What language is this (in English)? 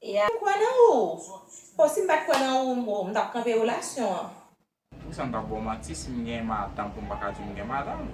Haitian Creole